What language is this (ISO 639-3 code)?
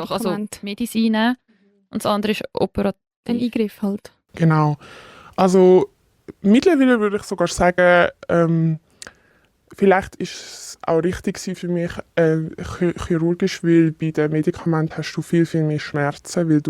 gsw